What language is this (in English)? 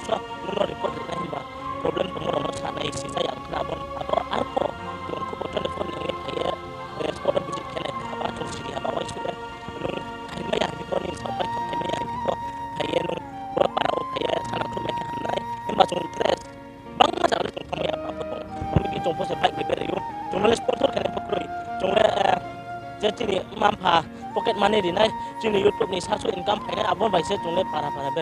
Riang (India)